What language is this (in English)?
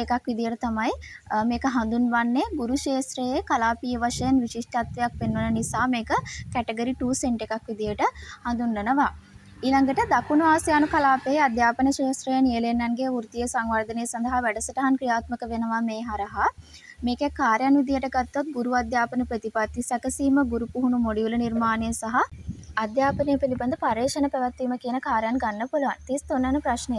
Sinhala